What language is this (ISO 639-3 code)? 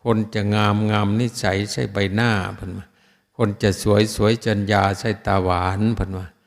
tts